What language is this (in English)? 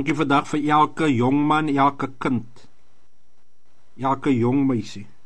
Afrikaans